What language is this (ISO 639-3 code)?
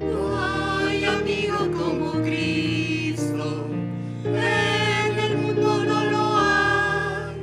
aym